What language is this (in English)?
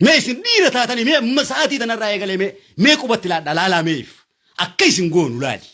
Oromo